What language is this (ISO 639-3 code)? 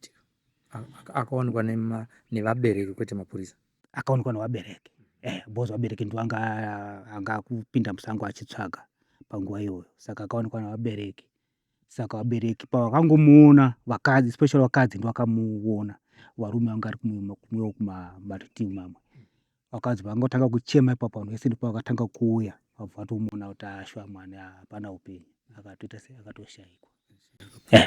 sna